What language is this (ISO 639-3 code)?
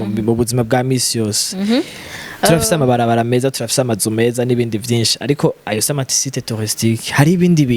run